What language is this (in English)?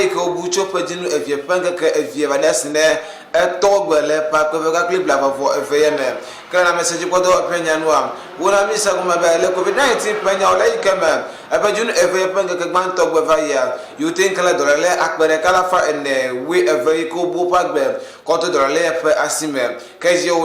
Ewe